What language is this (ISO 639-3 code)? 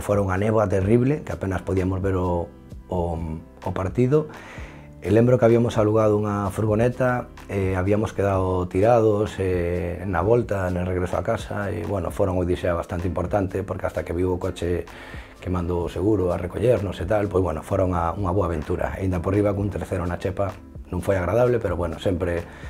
glg